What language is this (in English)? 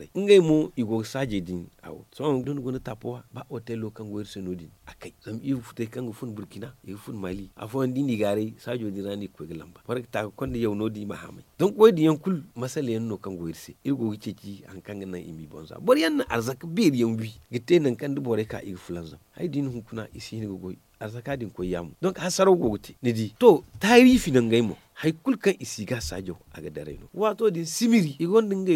Zarma